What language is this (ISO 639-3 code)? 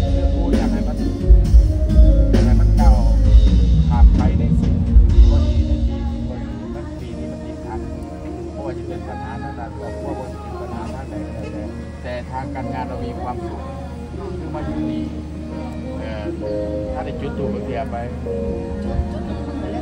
tha